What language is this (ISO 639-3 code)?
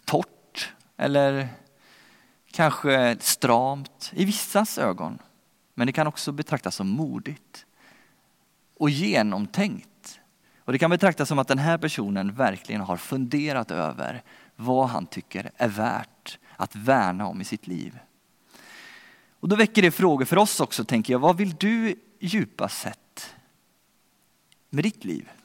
swe